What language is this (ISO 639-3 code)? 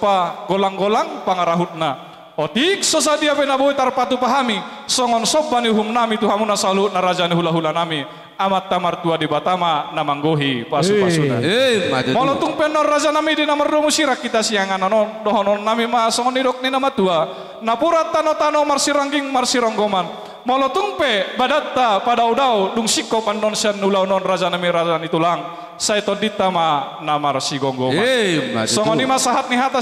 bbc